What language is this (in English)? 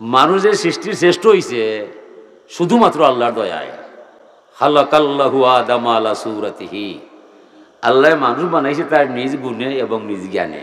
Sylheti